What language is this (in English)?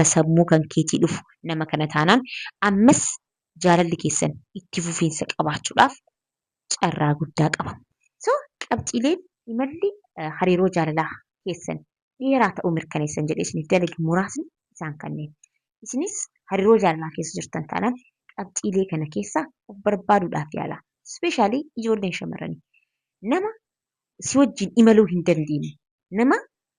Oromo